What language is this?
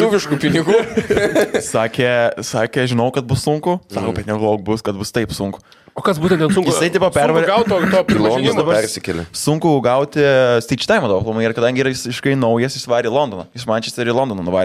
Lithuanian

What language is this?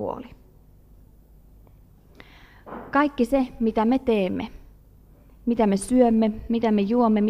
Finnish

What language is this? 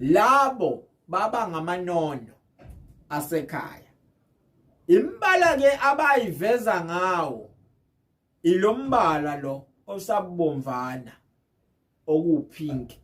Zulu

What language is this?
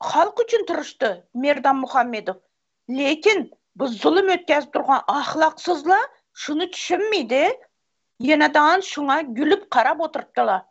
Turkmen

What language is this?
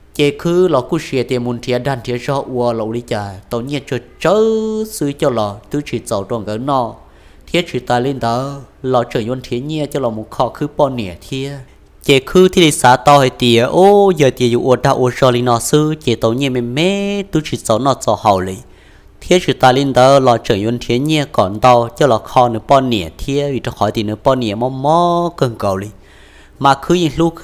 Hmong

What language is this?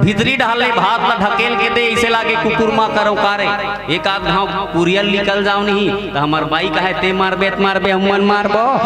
Chhattisgarhi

